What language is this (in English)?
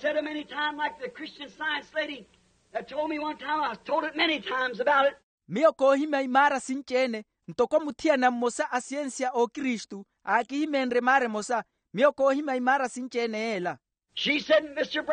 Makhuwa